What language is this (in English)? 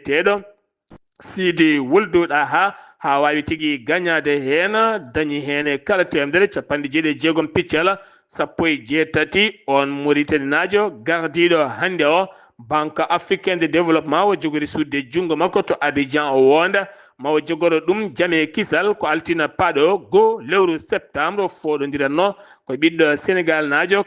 Fula